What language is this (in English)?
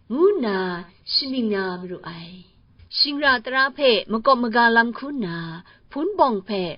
Kachin